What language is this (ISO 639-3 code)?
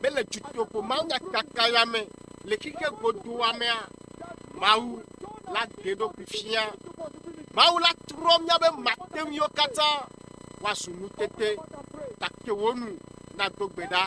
ewe